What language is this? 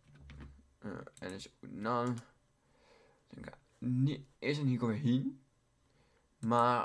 Dutch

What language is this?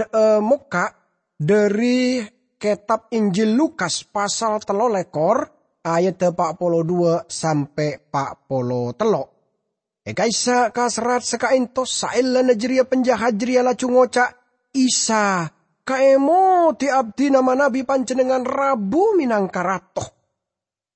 Madurese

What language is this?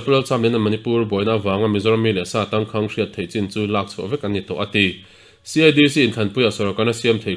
Mizo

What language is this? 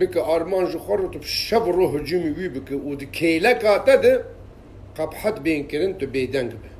Kurdish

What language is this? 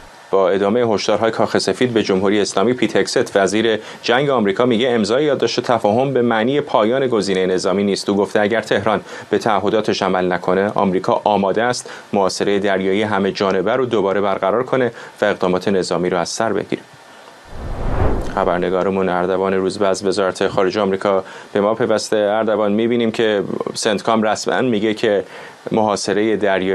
Persian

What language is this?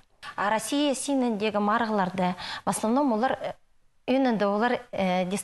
Khakas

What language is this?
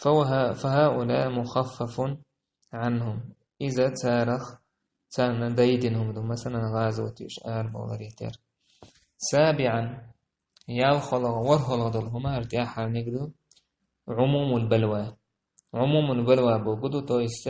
Chechen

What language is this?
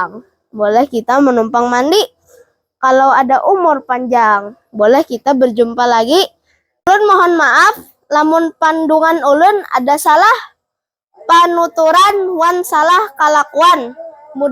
Banjar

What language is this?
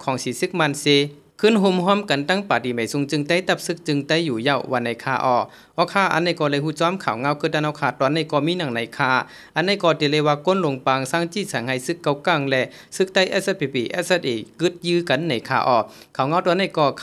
Shan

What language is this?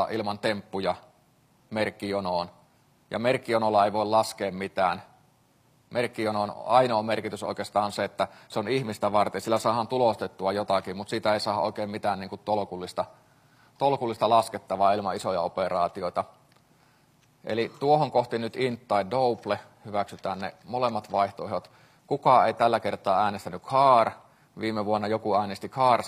Finnish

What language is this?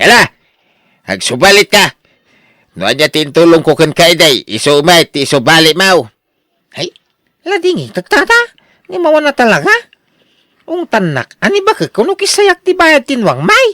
Iloko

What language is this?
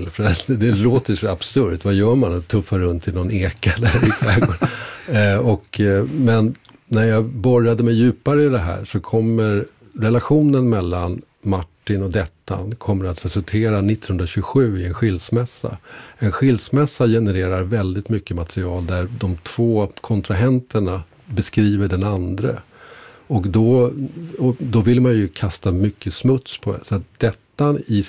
Swedish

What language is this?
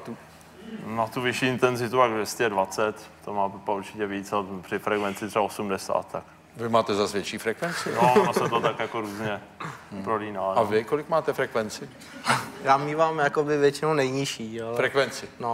Czech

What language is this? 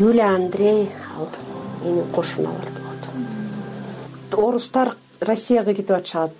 Kyrgyz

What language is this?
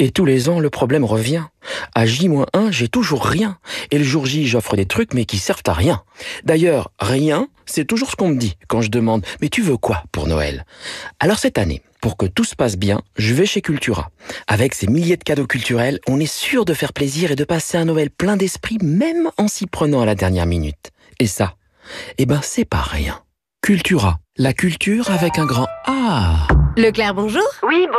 French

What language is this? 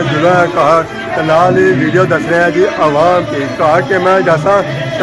Pahari-Potwari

